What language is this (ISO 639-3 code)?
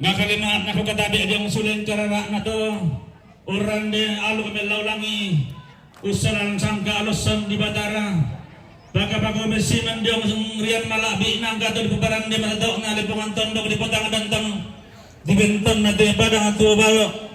sda